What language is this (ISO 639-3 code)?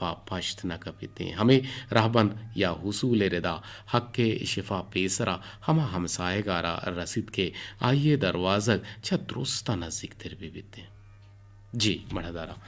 bgp